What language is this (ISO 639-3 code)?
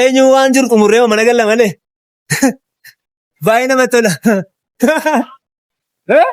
orm